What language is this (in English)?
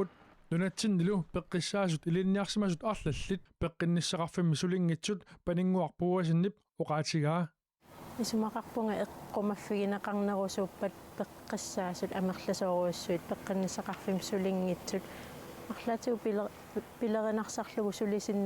Kalaallisut